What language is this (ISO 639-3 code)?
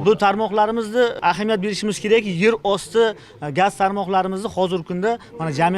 uzb